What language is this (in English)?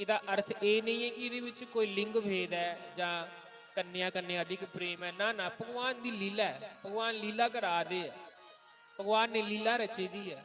Dogri